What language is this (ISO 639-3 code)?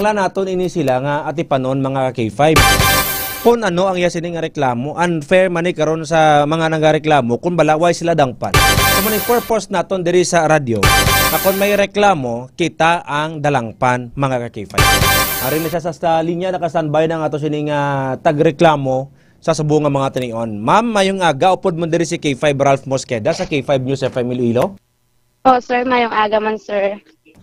hil